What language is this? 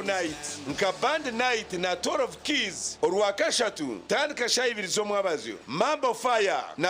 Nyankole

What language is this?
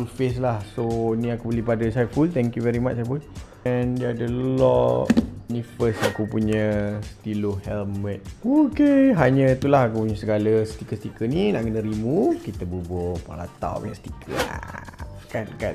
Malay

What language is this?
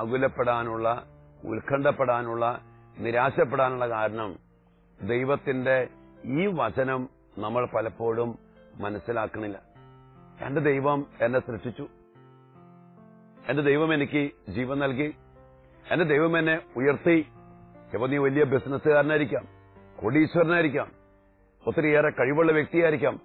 Malayalam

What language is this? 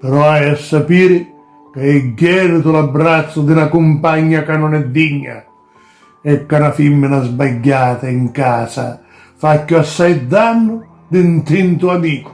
Sicilian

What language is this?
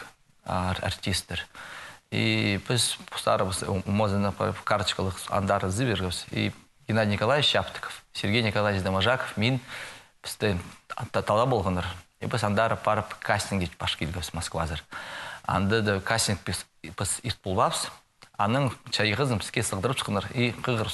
Khakas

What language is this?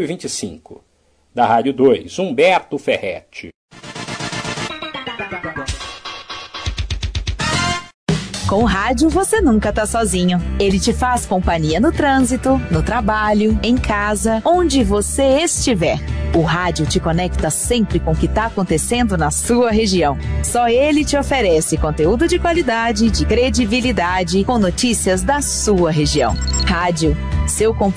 Portuguese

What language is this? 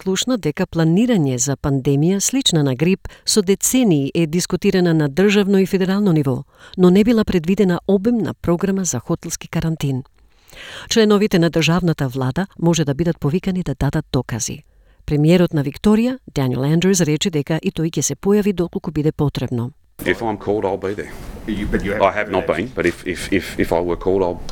Macedonian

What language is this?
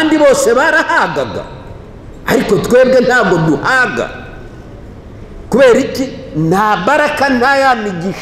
Kinyarwanda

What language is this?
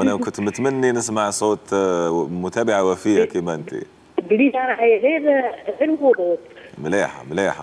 Algerian Arabic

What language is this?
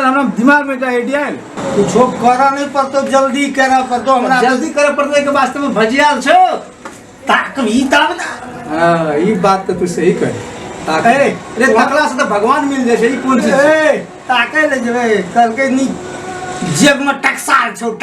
Maithili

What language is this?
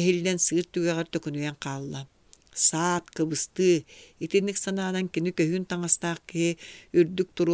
Yakut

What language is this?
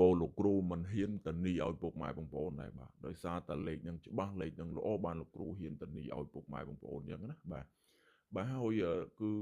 Khmer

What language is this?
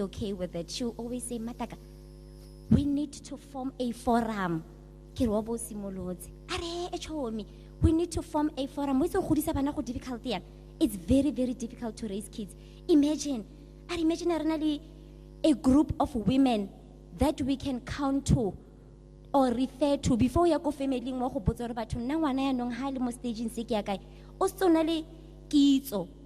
Tswana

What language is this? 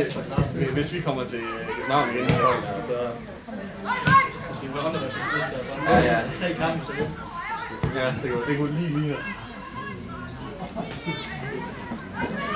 Danish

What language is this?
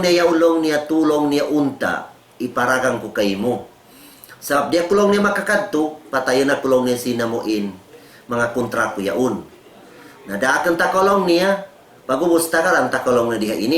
Tausug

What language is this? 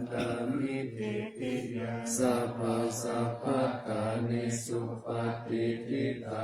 Pali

